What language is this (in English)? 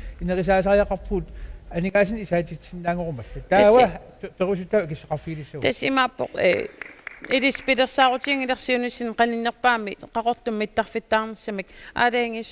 Kalaallisut